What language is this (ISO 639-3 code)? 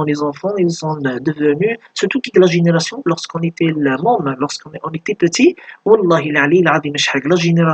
kab